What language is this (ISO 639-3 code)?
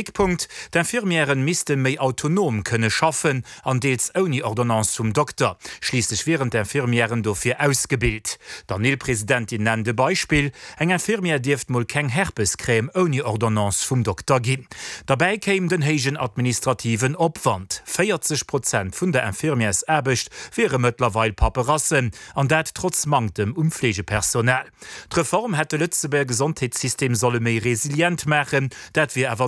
ltz